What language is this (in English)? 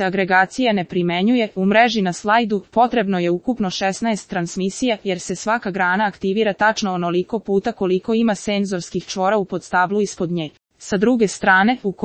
Serbian